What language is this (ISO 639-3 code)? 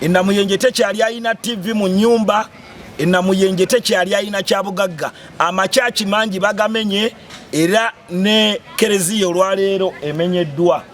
lug